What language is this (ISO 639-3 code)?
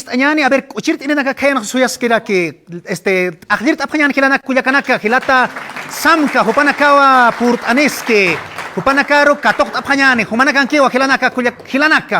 aym